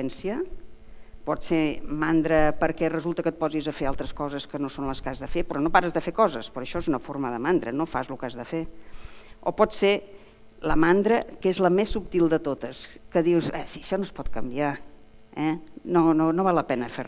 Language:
Catalan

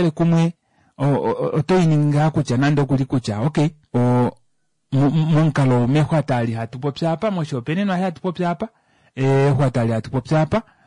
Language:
Kuanyama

